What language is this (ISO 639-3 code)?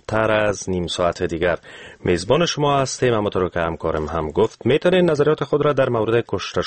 fas